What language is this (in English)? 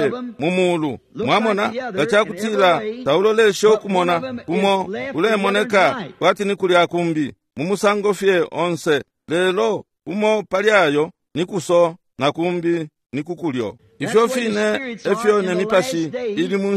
Bemba